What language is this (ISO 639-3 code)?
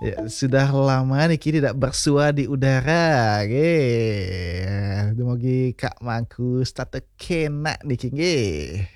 ban